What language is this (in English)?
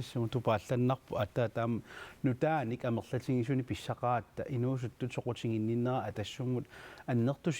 Kalaallisut